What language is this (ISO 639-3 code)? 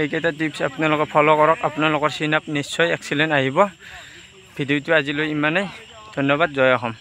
asm